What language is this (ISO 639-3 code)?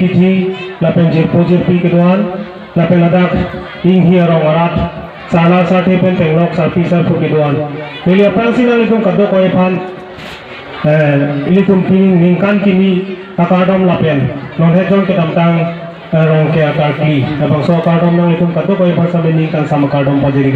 mjw